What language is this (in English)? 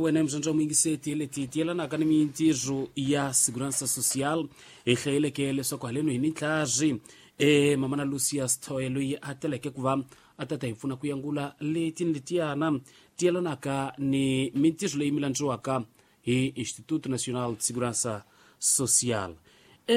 Tsonga